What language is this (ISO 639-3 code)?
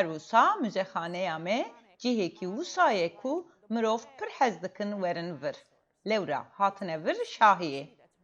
kur